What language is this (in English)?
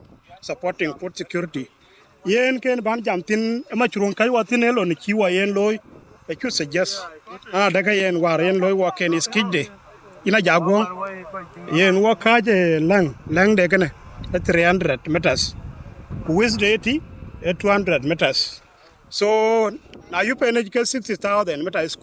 Dinka